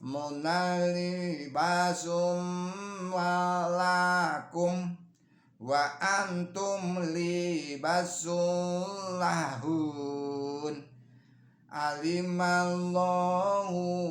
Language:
Javanese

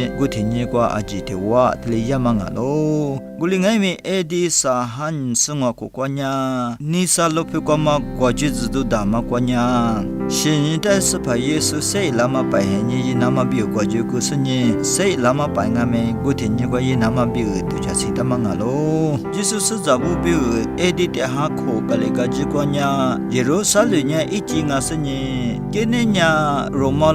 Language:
Lisu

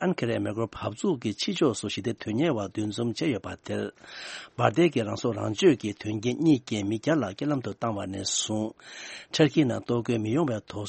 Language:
Tibetan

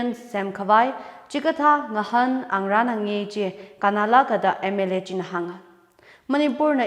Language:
Tangkhul Naga (India)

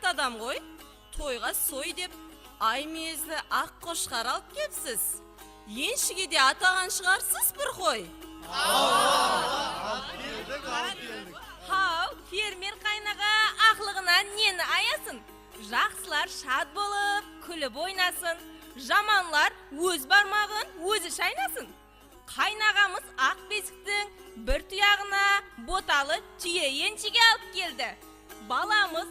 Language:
Kara-Kalpak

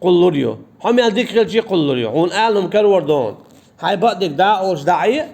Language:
Chechen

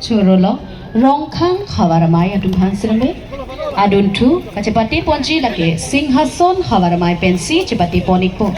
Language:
Karbi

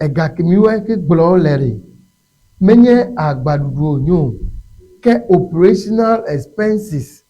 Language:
Ewe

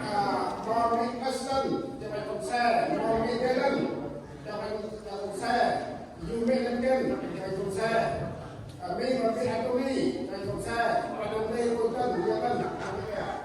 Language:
Central Mnong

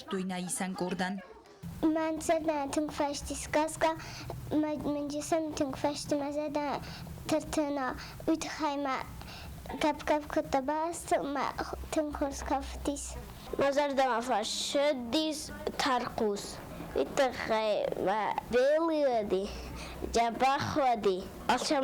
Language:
Ossetic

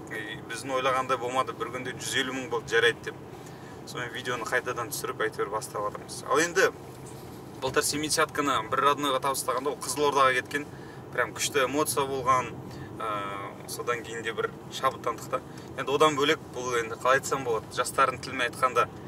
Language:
Kazakh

